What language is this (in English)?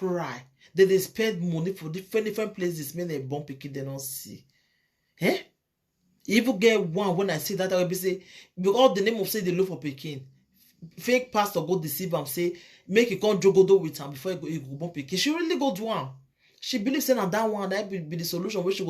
Nigerian Pidgin